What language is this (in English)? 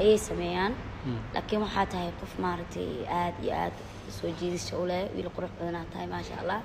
Somali